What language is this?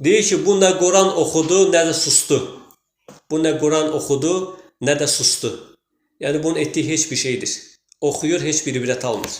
Azerbaijani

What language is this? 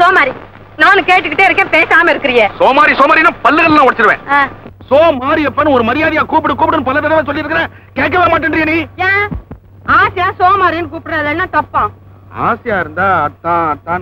Tamil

